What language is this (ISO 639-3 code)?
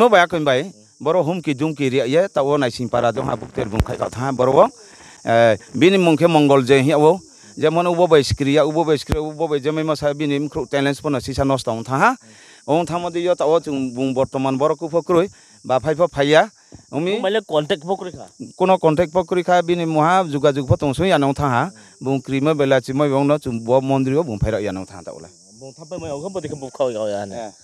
ria